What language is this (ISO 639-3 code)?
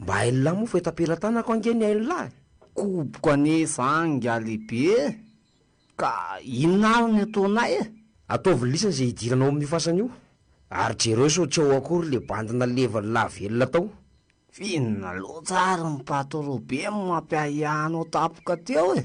mlg